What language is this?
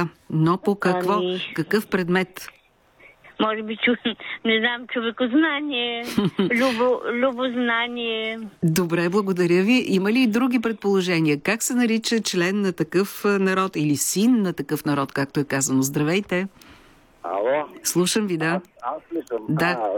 Bulgarian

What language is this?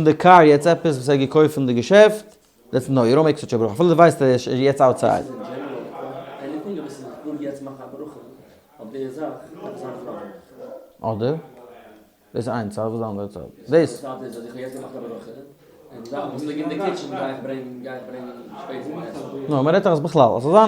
Yiddish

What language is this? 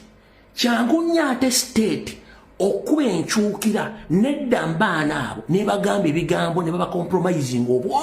Ganda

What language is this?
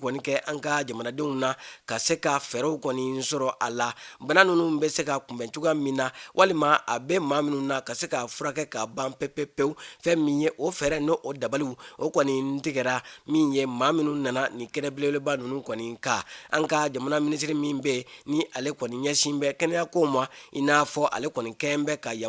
Bambara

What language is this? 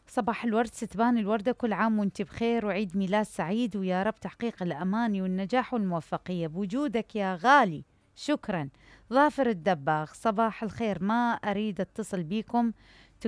Mesopotamian Arabic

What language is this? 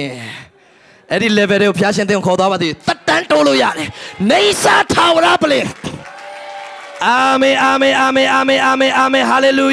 Burmese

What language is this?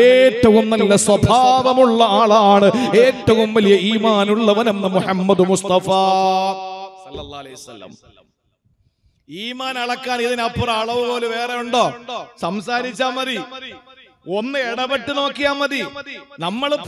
Malayalam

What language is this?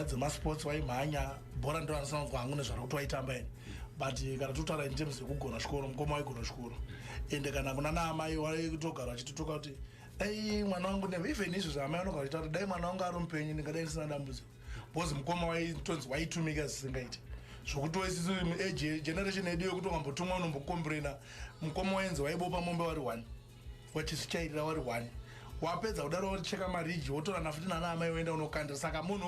Shona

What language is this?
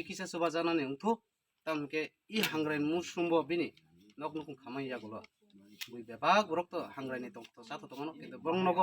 Kok Borok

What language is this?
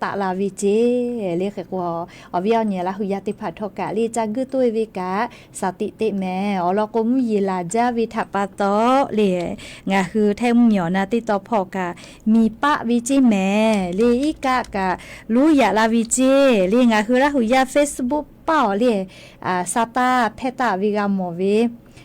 Lahu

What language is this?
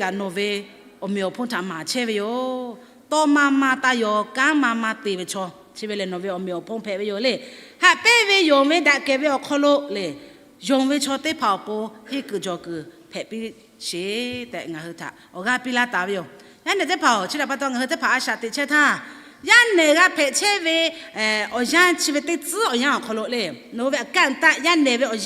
Lahu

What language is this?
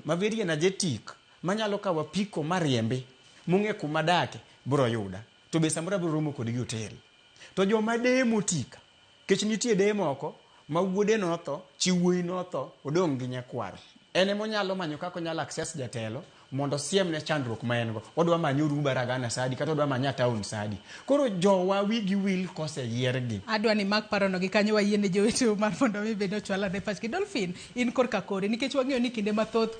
Luo (Kenya and Tanzania)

